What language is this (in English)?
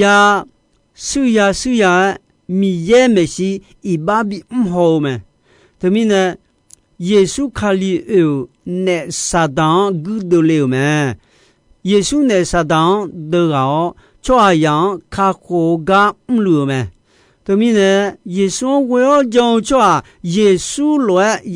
Akha